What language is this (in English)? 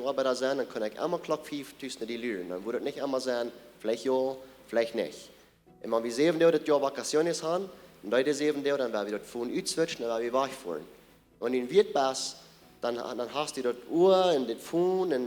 Plautdietsch